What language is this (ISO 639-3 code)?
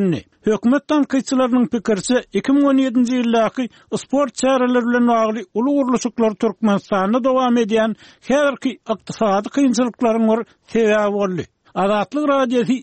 tuk